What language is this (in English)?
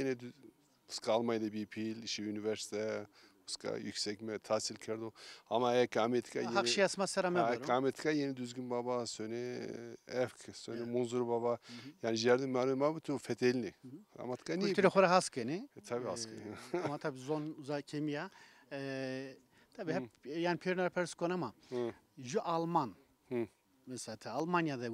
Zaza